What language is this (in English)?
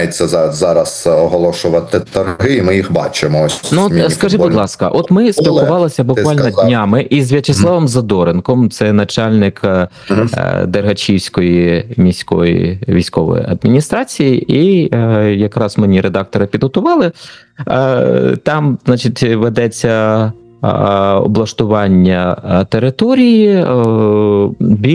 Ukrainian